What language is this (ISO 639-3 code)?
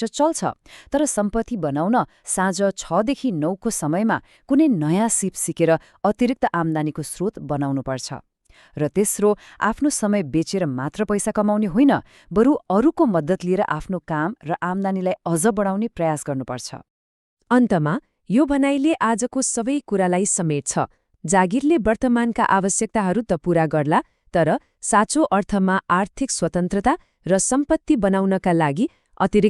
nep